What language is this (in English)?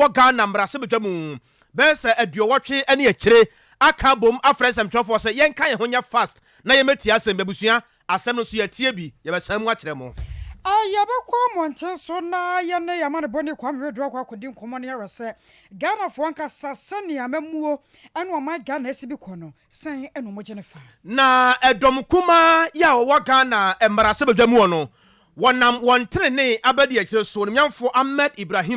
Akan